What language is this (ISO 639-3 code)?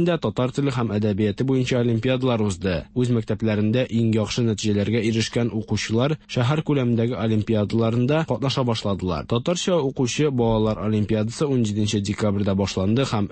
tat